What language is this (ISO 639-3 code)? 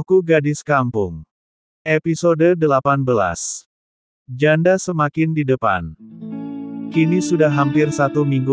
ind